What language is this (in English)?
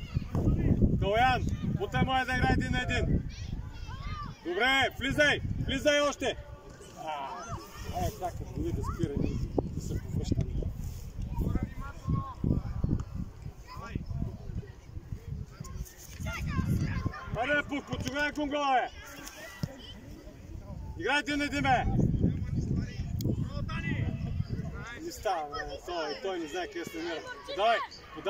Bulgarian